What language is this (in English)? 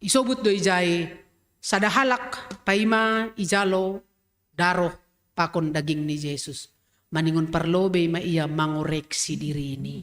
Batak Simalungun